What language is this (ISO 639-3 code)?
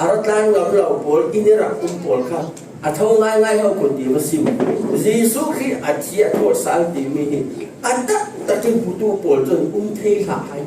cfm